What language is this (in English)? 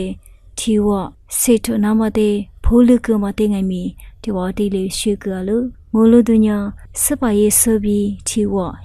Lisu